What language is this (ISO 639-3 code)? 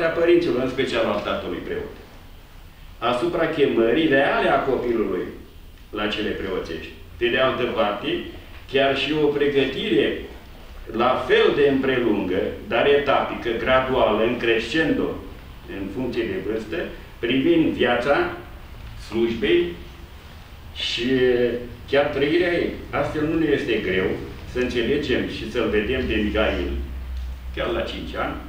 ron